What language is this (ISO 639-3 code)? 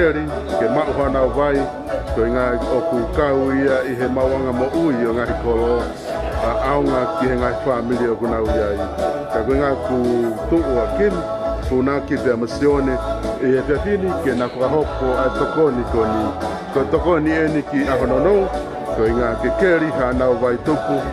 ton